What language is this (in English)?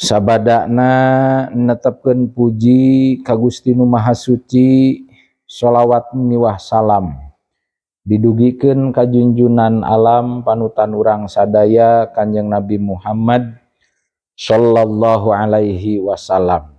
Sundanese